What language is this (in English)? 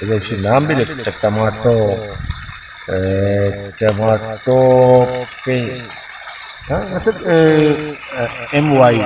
Baluchi